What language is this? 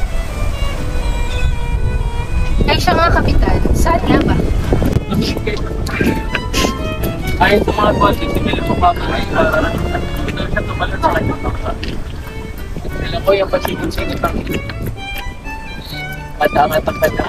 Filipino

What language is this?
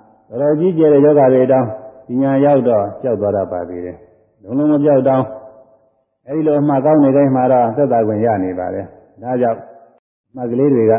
Burmese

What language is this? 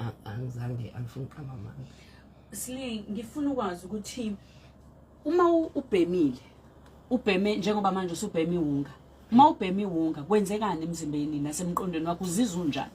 Zulu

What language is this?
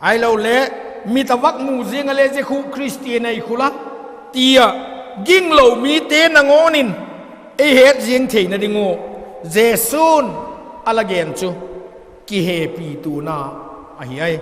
Vaiphei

